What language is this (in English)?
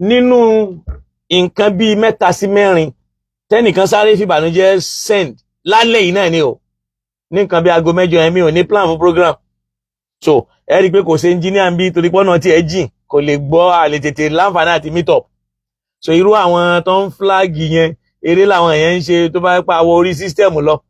Yoruba